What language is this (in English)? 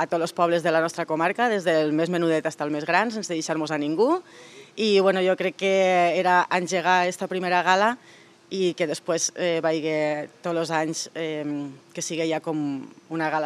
Catalan